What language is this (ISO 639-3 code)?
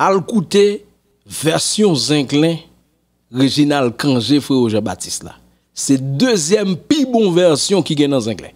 hat